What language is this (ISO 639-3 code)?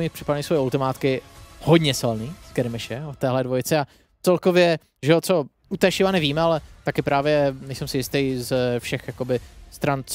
ces